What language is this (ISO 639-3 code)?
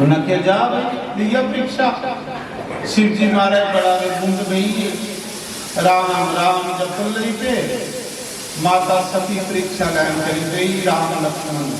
doi